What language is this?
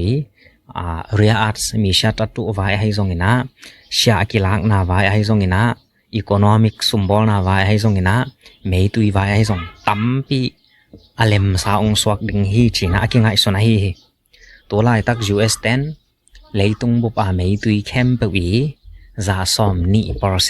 Tedim Chin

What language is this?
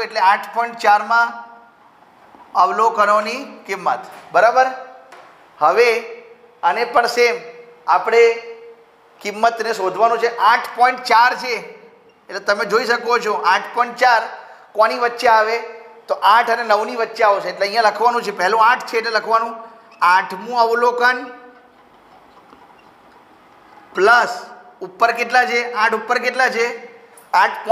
Gujarati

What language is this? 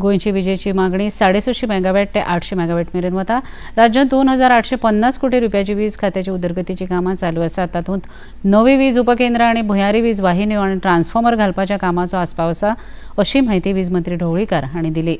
Konkani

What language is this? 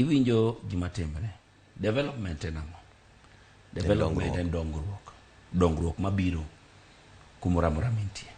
Luo (Kenya and Tanzania)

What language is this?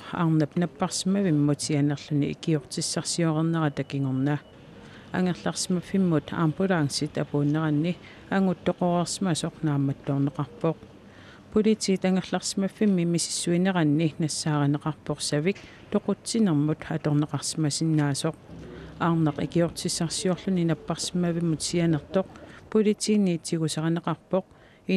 Kalaallisut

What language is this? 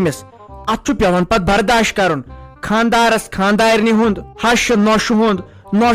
Kashmiri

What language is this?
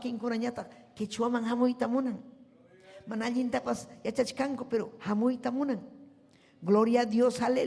Ayacucho Quechua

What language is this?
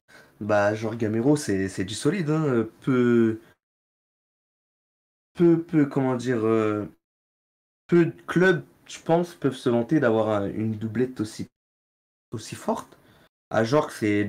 French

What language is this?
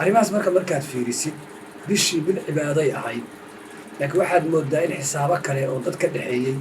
Somali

